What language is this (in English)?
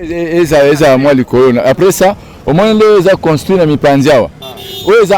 Lingala